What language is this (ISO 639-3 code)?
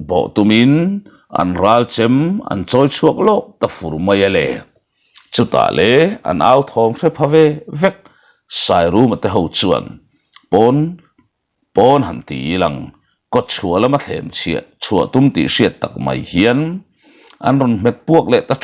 lus